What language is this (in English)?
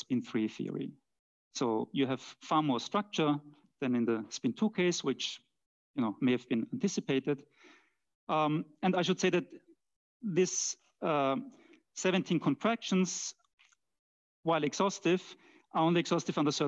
English